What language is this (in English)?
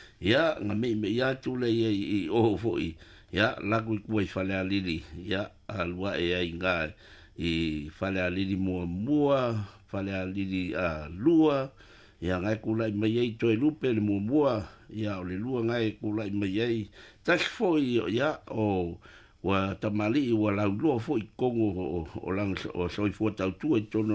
Samoan